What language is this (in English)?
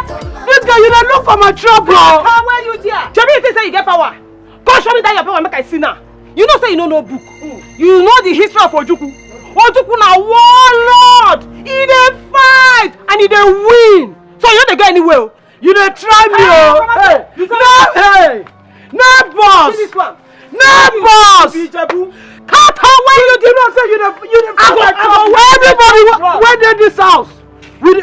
Nigerian Pidgin